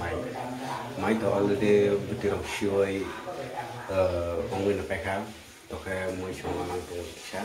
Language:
Kok Borok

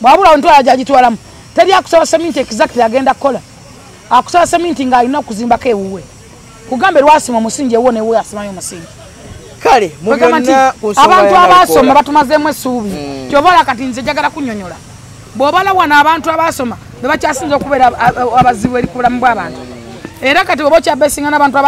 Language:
Ganda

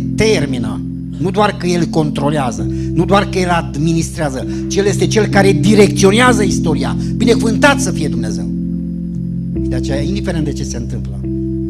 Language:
Romanian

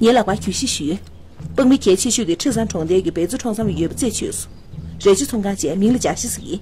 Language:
Tibetan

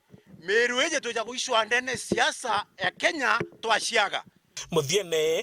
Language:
Meru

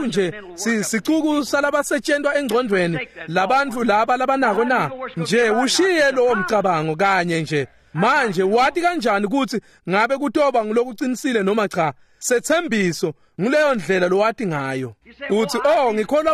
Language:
Swati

